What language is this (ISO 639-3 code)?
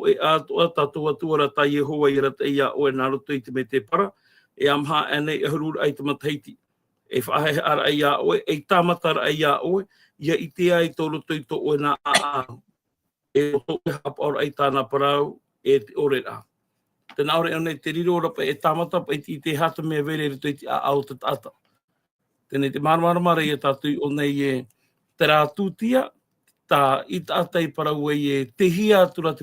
tah